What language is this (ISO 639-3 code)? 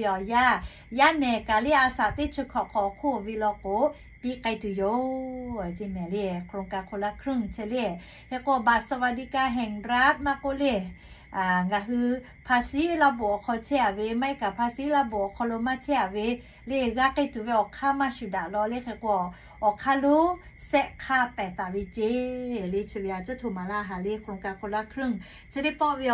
lhu